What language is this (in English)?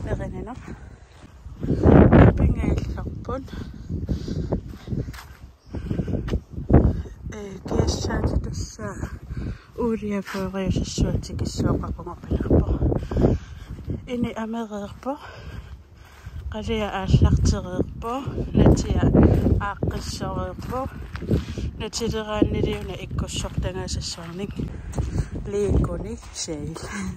Kalaallisut